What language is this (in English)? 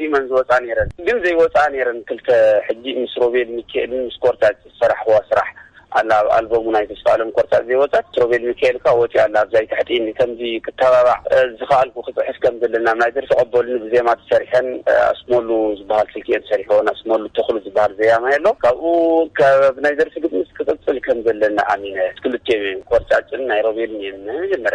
Tigrinya